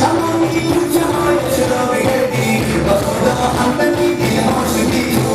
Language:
Tajik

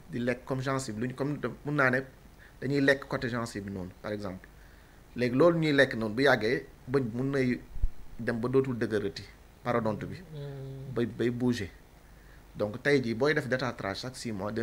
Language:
Wolof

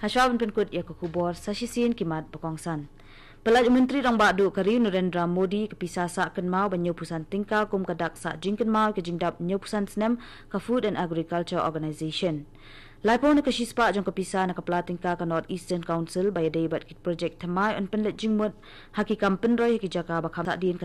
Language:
Khasi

